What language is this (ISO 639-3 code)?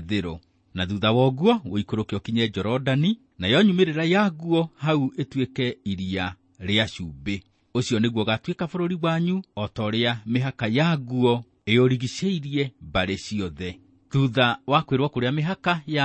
kik